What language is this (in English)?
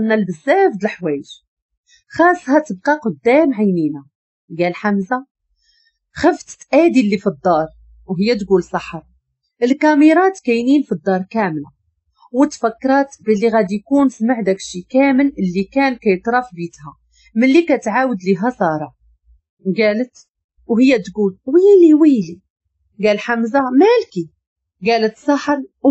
Moroccan Arabic